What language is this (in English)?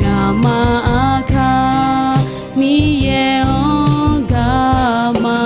Akha